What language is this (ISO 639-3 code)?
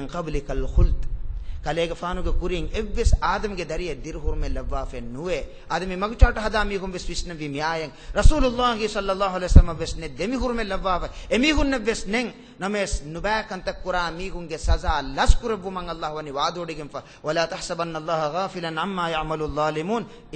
div